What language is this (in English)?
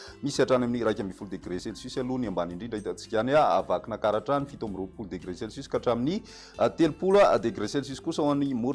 Malagasy